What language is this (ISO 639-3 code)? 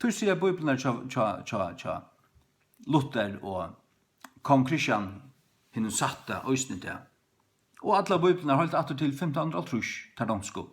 fao